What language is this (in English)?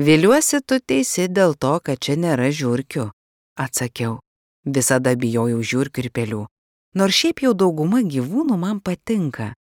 Lithuanian